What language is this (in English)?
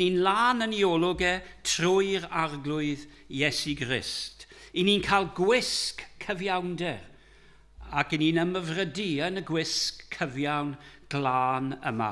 Welsh